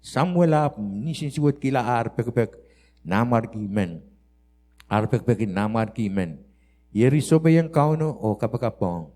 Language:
Pohnpeian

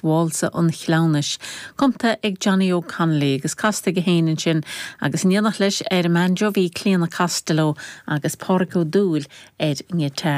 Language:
Irish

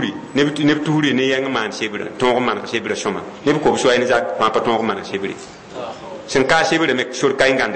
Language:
Mossi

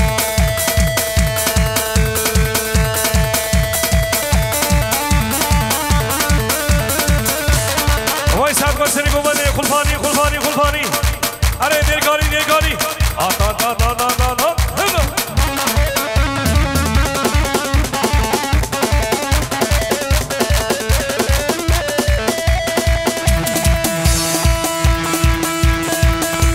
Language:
Persian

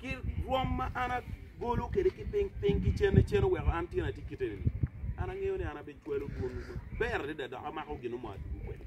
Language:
Acoli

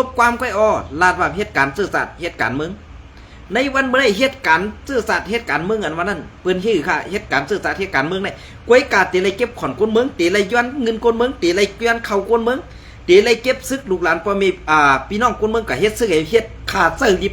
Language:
Shan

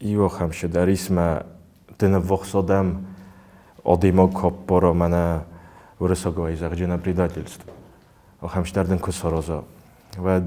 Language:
Ossetic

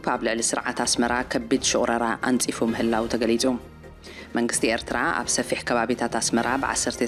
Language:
Tigrinya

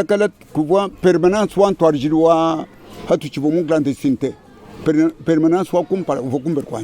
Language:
Luba-Lulua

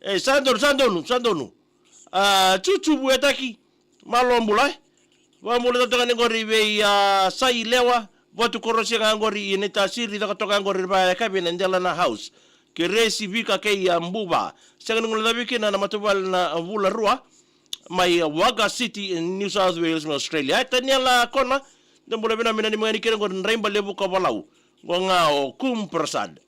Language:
Fijian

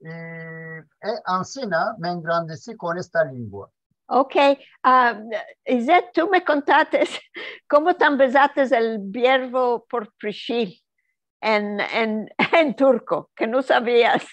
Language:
Ladino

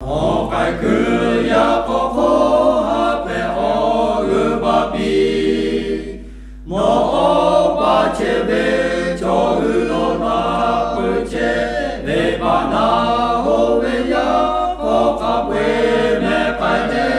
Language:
Lahu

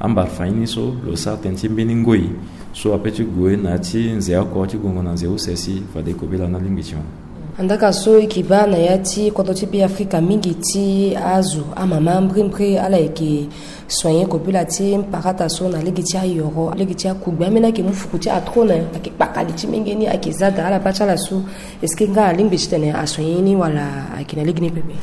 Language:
Sango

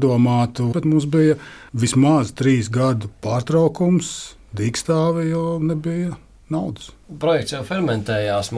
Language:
Latvian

